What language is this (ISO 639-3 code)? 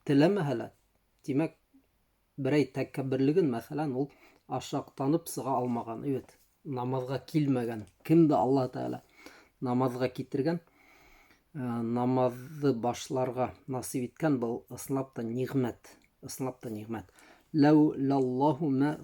bak